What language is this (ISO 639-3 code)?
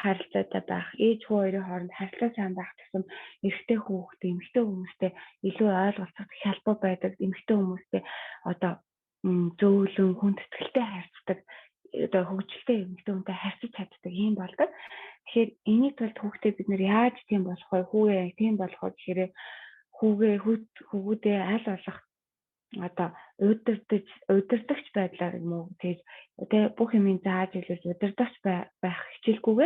mon